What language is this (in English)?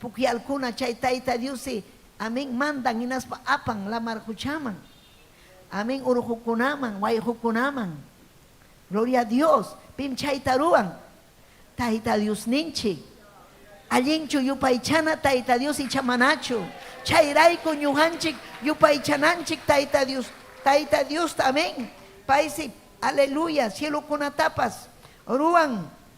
Ayacucho Quechua